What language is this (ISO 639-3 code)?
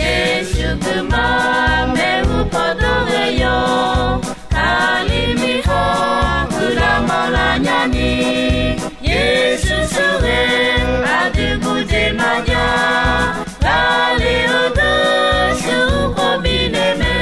ahk